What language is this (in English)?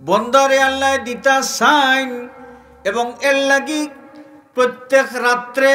Sylheti